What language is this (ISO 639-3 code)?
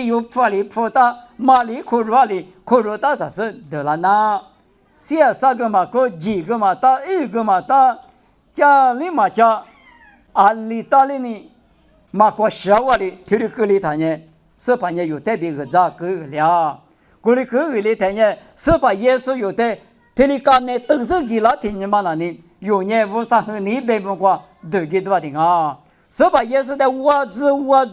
lis